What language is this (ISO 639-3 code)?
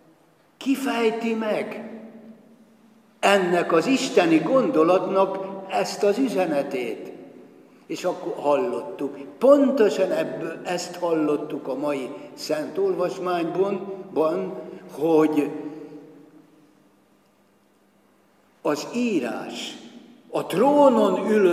hun